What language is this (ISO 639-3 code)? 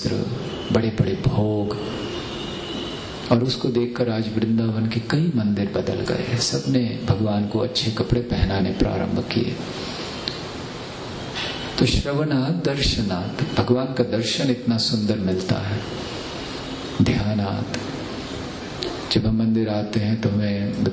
hin